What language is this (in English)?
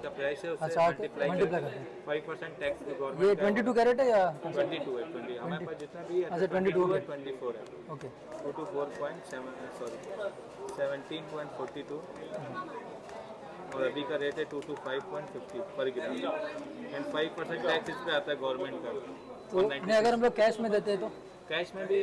Hindi